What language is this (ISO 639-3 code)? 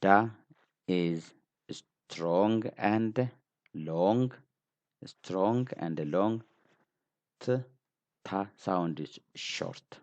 eng